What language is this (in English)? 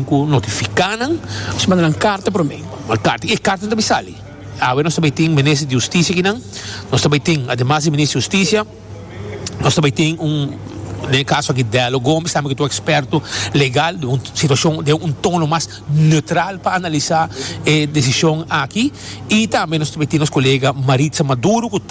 Papiamento